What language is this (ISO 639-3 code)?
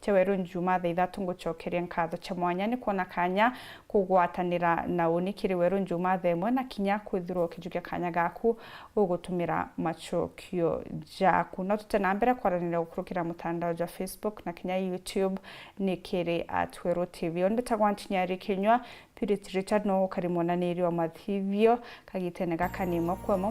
mer